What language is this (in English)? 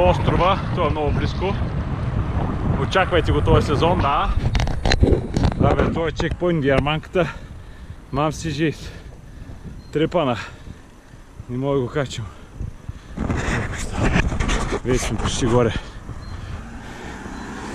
Bulgarian